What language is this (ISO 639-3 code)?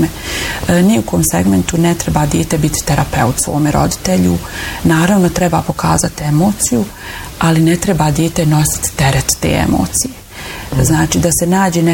bos